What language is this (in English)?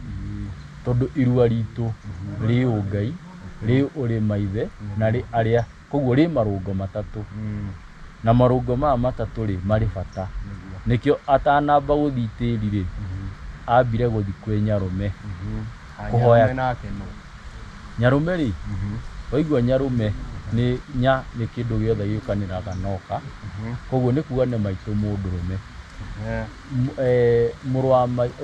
Kikuyu